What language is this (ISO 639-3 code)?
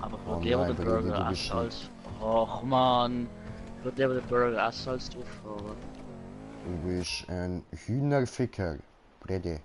gsw